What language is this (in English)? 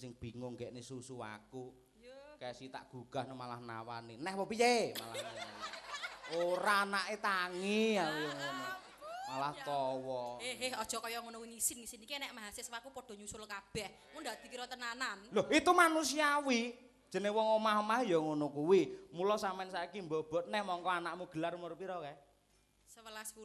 Javanese